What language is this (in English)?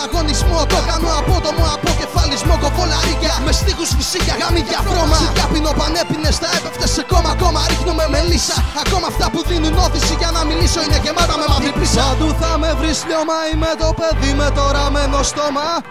Greek